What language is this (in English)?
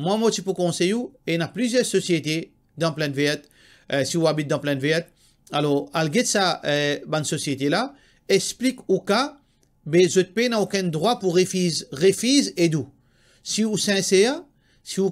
Morisyen